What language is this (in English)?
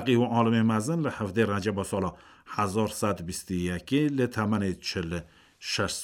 Kurdish